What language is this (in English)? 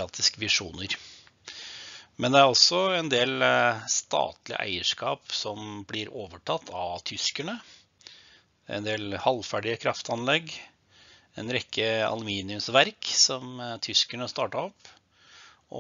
Norwegian